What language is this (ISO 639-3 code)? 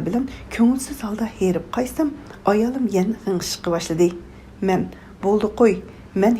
uig